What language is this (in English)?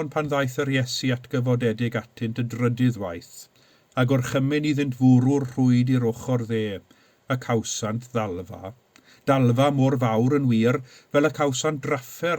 Welsh